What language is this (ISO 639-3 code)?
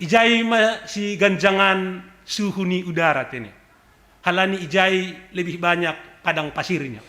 bts